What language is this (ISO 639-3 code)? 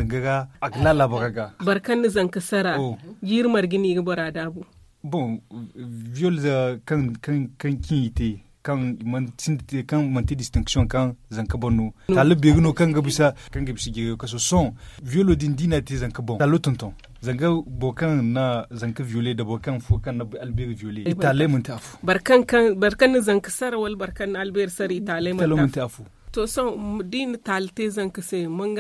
dje